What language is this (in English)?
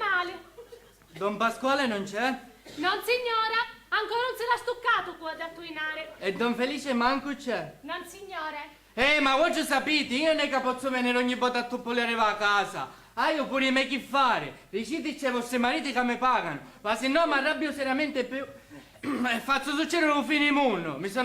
Sicilian